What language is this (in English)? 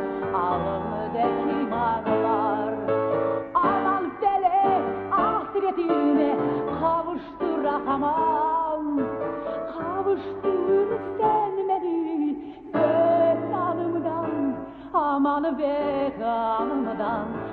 Crimean Tatar